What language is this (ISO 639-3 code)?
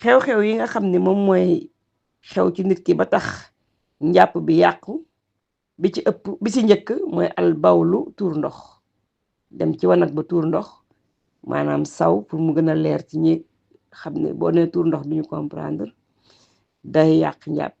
wol